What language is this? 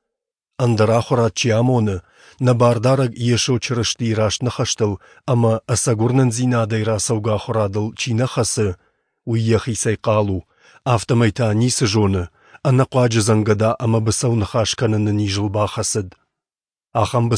Ossetic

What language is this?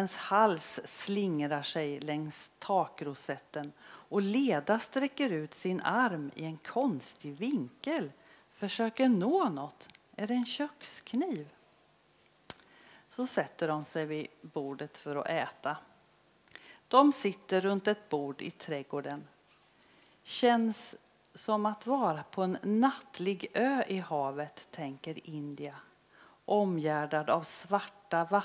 Swedish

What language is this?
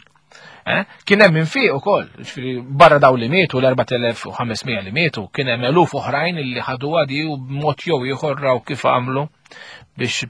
Maltese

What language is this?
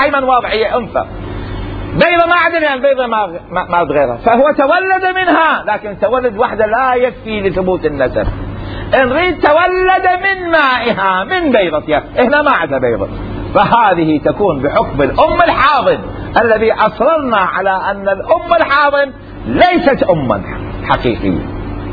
Mesopotamian Arabic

